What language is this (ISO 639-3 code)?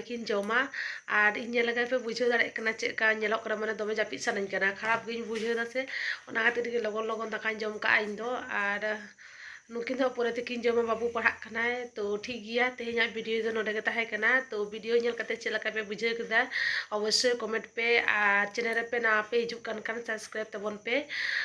sat